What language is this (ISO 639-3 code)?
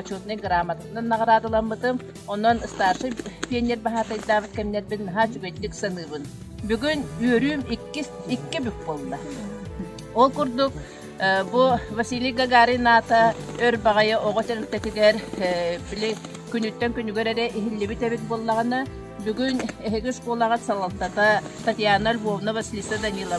sah